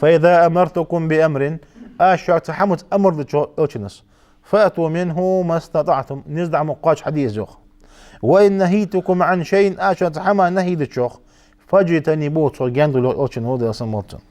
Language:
Ingush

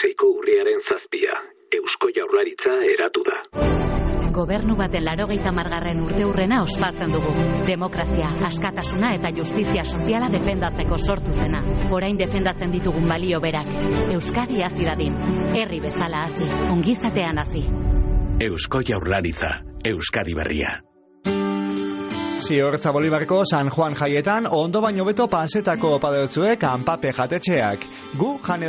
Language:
Basque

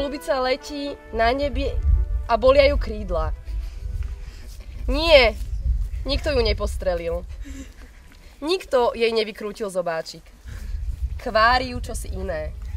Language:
Slovak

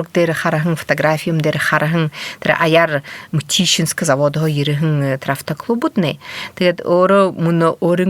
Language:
Buriat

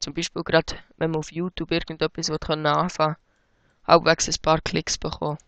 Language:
Swiss German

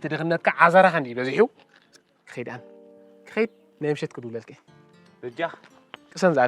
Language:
Tigrinya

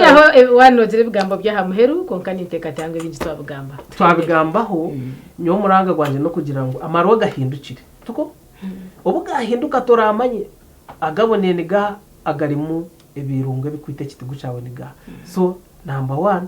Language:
Nyankole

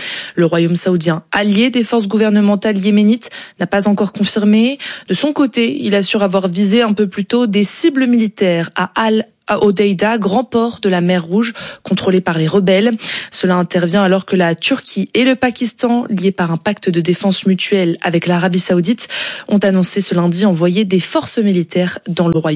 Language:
French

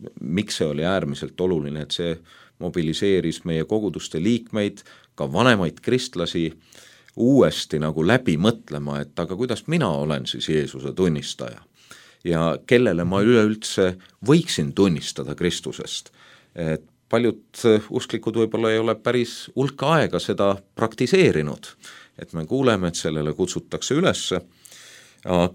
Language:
Estonian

